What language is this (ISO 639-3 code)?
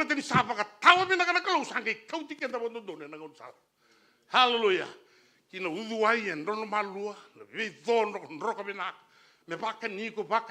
fij